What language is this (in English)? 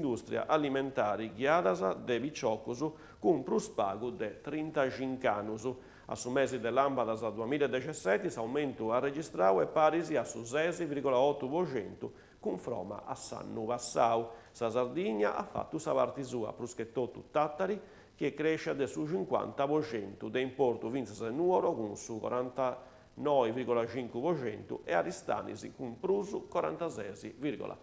Sardinian